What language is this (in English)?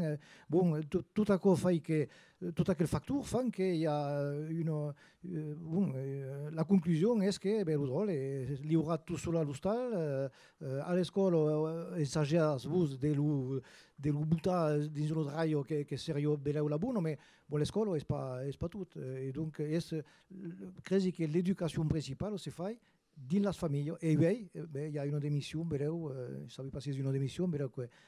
Occitan